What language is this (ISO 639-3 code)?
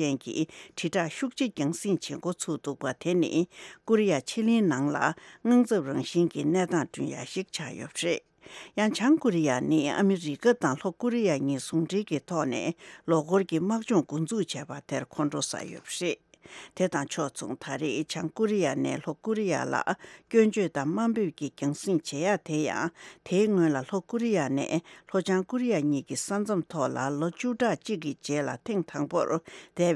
bod